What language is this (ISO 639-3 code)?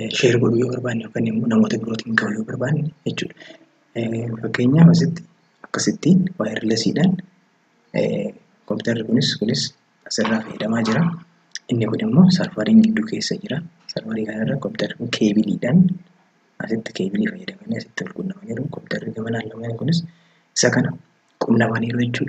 orm